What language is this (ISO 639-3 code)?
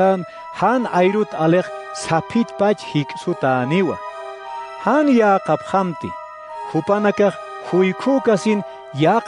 aym